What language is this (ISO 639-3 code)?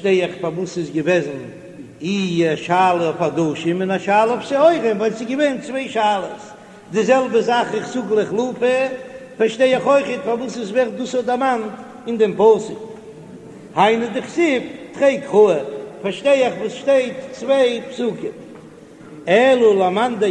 yid